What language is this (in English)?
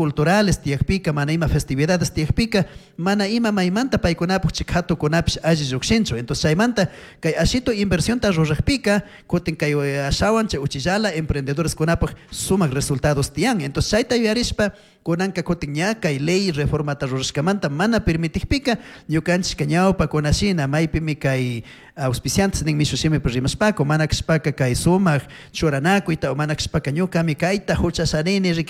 Chimborazo Highland Quichua